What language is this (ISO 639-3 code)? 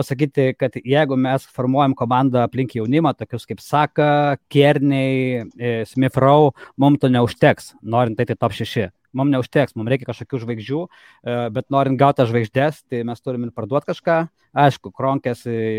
lit